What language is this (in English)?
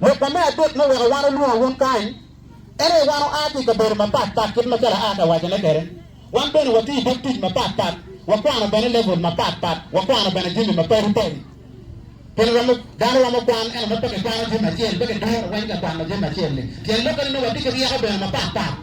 Acoli